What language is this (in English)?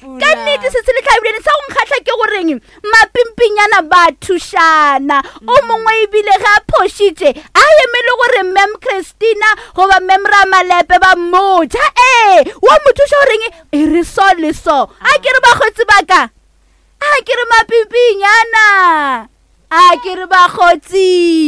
Northern Sotho